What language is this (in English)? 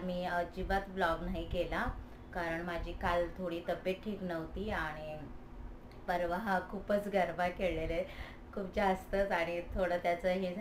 Marathi